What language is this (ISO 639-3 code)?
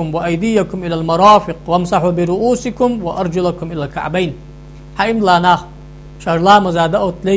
inh